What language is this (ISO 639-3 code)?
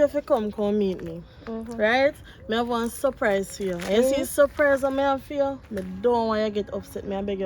jam